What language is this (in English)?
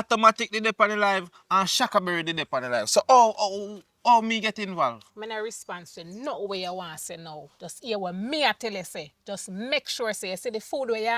Jamaican Creole English